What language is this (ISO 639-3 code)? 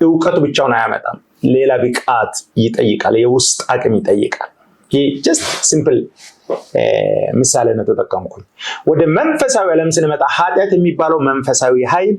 amh